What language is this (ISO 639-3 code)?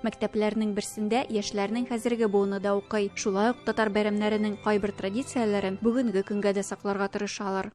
tat